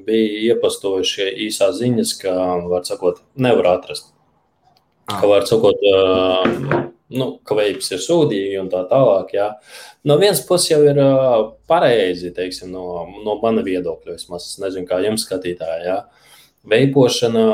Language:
Latvian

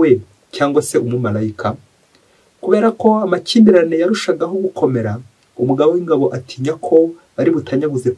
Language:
Kinyarwanda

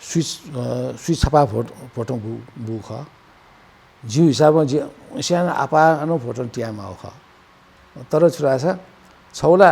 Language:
Newari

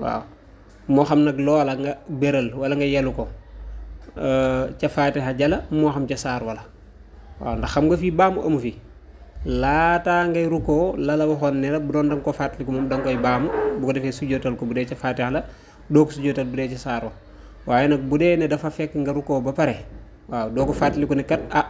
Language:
Wolof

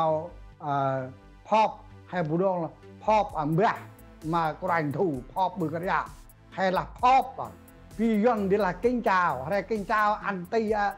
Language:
Central Mnong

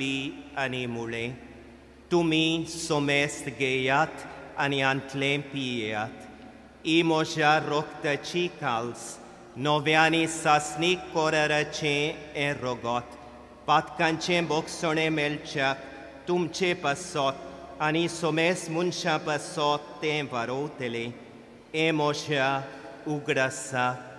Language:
Konkani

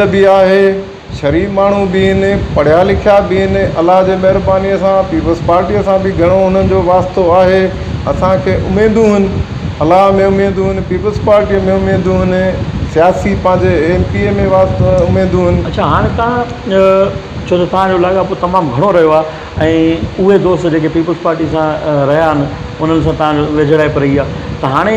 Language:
Sindhi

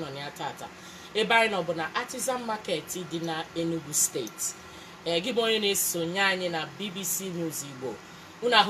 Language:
Igbo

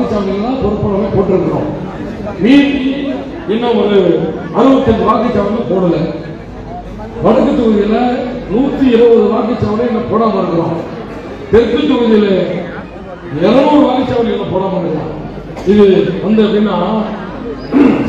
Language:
Tamil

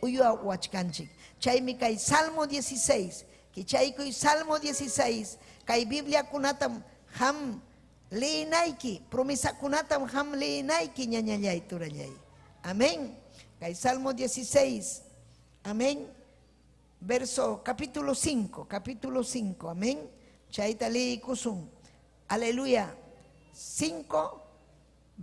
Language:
Ayacucho Quechua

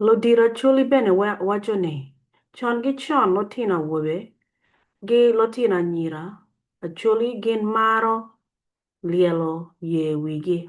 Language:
Acoli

